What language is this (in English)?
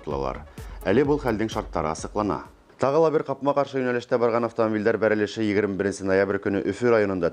Bashkir